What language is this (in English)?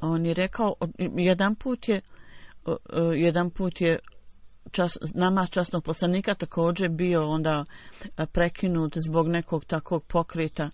Bosnian